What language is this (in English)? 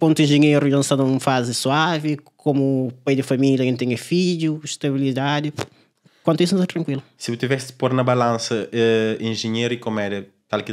Kabuverdianu